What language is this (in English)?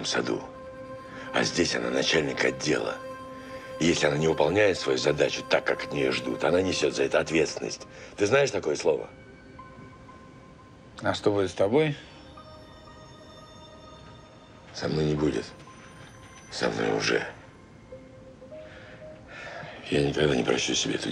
Russian